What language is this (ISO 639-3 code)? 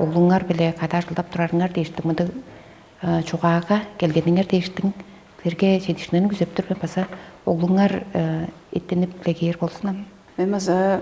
tyv